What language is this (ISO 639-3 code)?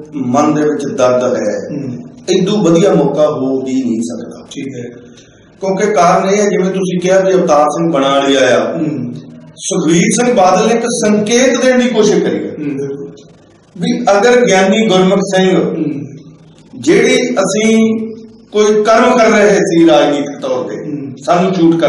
pan